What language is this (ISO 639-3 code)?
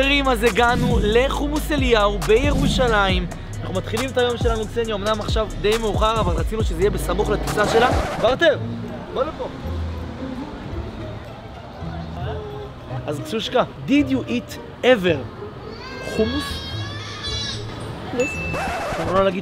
heb